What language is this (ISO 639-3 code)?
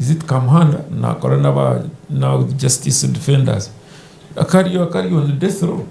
nyn